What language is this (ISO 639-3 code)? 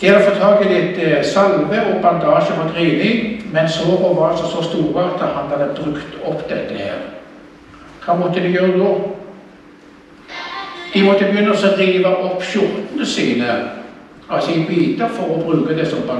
nor